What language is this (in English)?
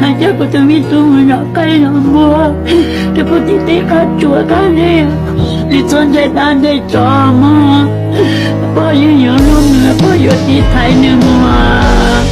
Hmong